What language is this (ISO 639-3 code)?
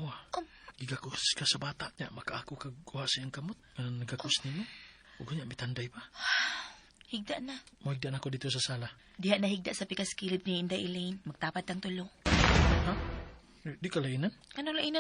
ceb